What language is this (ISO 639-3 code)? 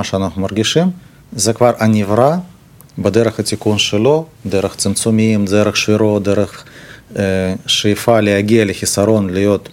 heb